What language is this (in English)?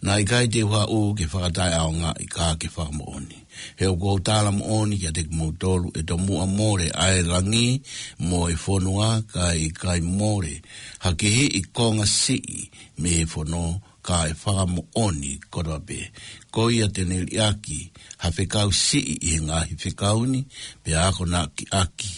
Tongan